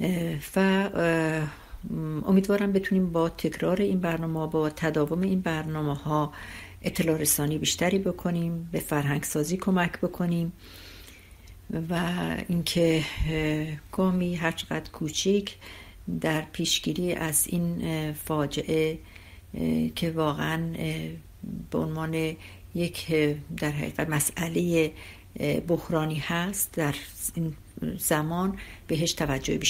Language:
Persian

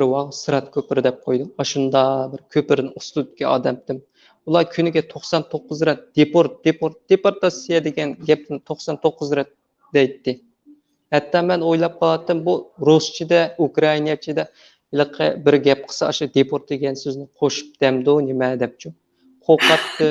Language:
Uyghur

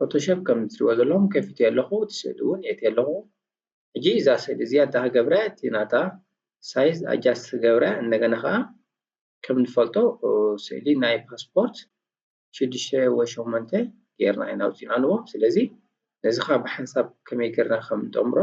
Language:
Tigrinya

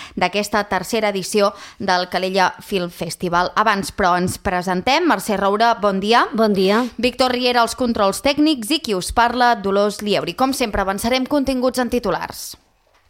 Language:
Catalan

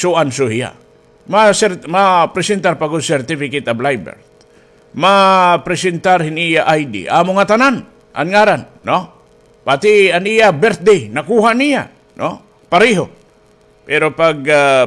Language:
Waray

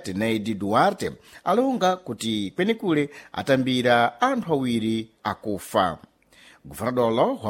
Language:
Sena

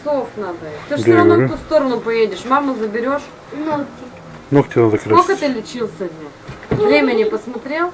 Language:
Russian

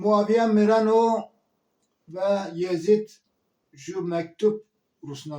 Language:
Zaza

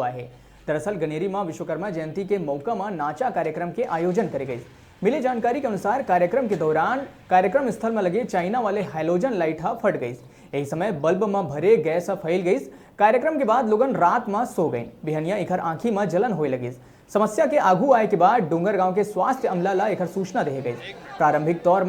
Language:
Chhattisgarhi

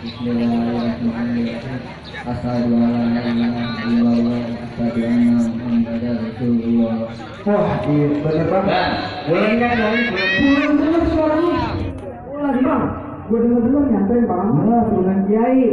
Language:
Betawi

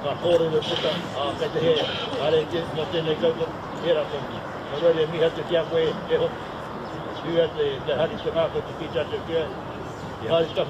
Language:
Māori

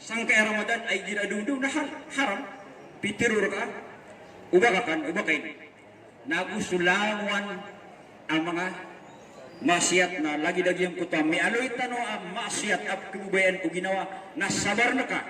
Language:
Maranao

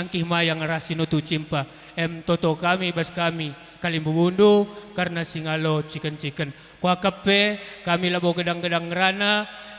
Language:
Batak Karo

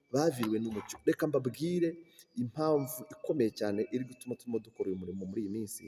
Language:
Kinyarwanda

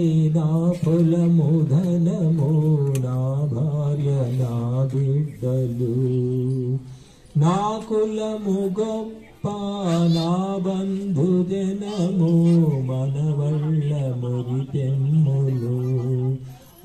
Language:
Telugu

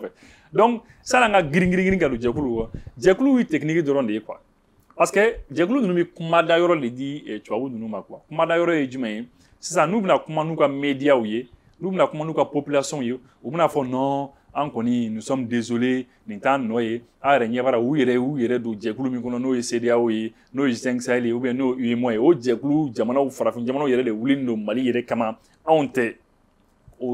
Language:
Bambara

